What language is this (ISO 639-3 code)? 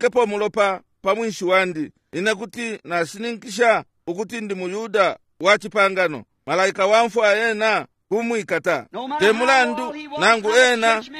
bem